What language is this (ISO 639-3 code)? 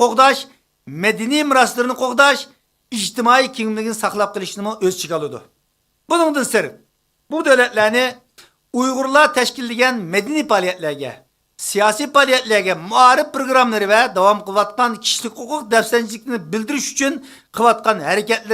uig